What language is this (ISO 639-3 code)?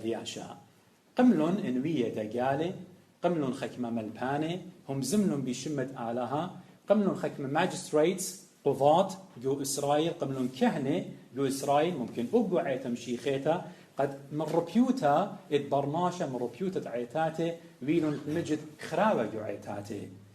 aii